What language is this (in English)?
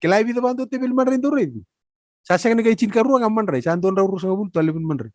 Fijian